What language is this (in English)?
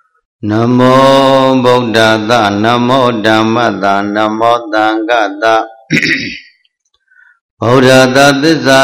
Burmese